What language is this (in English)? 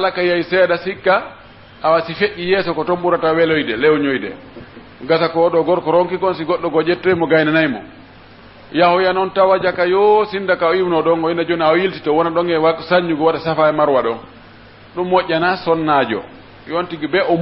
Pular